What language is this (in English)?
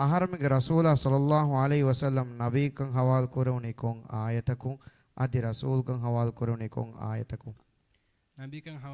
Divehi